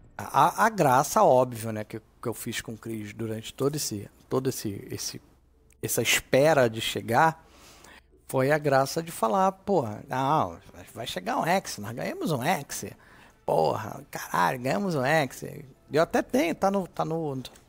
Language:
Portuguese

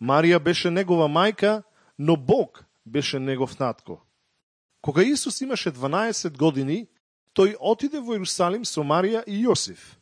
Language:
Macedonian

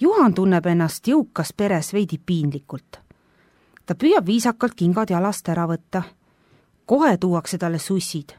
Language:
Estonian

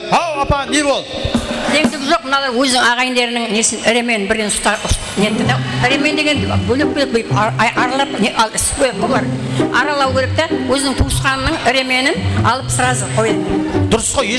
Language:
Kara-Kalpak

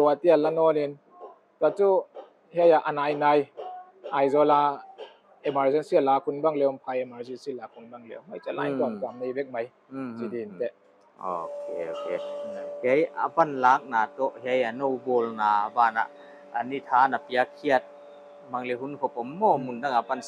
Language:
Paite Chin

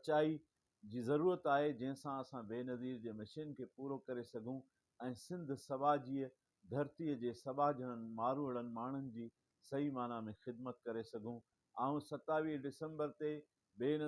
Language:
Sindhi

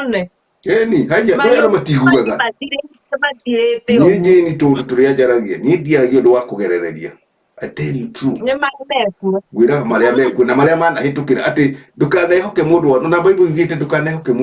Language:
Kikuyu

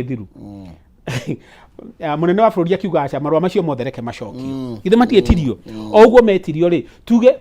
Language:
Kikuyu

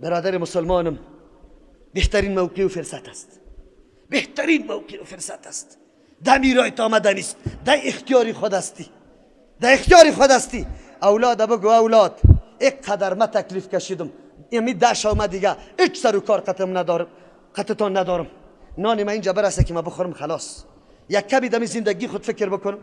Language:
Persian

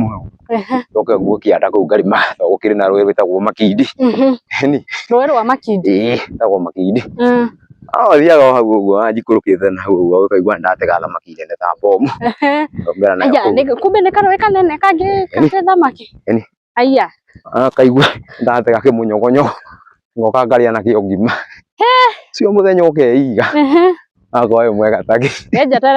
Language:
Kikuyu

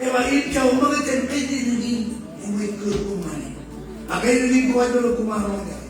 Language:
Marshallese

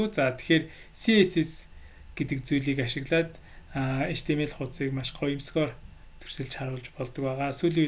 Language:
Mongolian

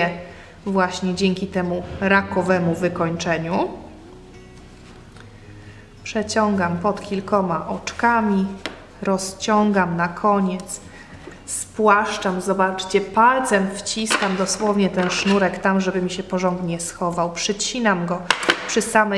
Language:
Polish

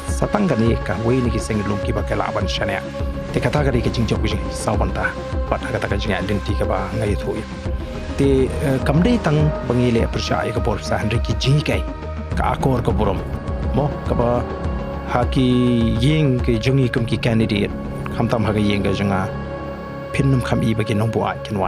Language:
Khasi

